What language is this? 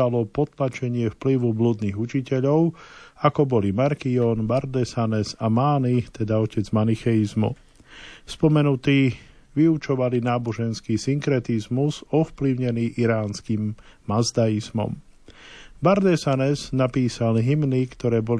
Slovak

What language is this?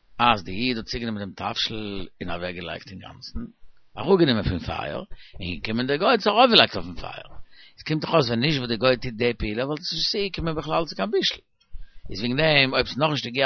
Yiddish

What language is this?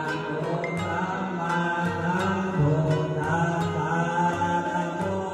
Lao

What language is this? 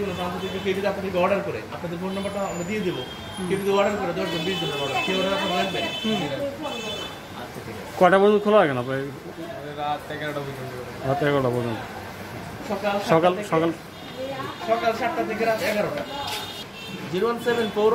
Bangla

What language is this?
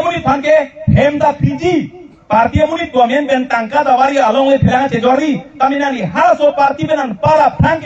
Karbi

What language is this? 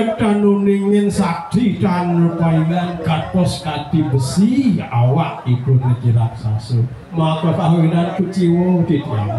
Balinese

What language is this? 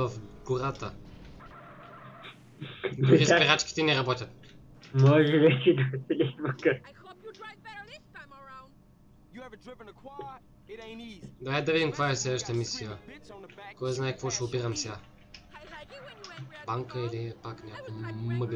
Bulgarian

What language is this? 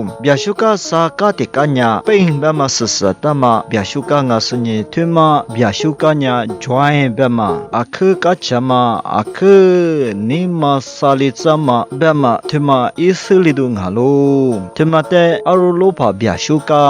Lisu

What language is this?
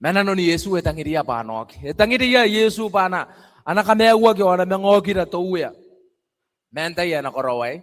Gilbertese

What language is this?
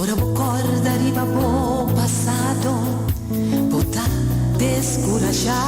Papiamento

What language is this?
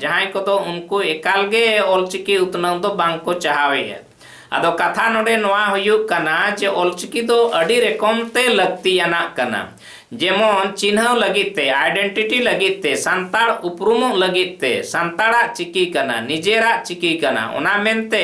Santali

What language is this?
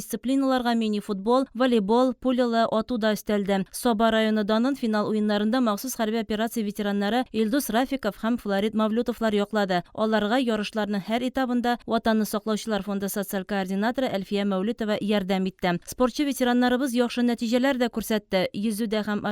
Tatar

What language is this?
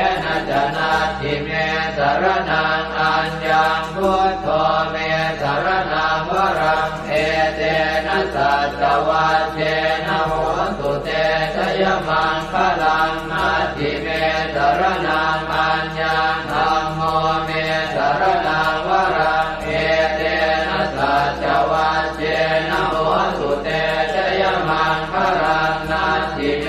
Pali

